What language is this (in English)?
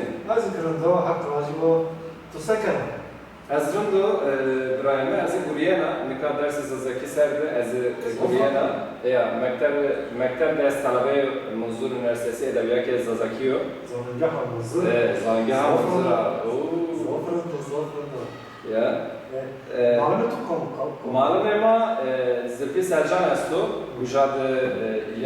Zaza